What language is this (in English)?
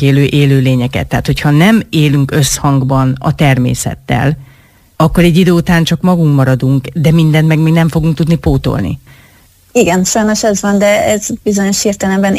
Hungarian